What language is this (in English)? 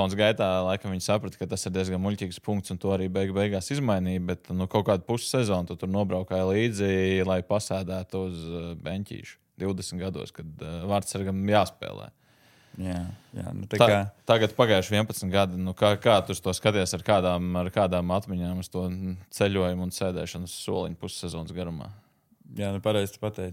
Latvian